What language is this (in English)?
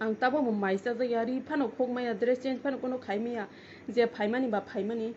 Kok Borok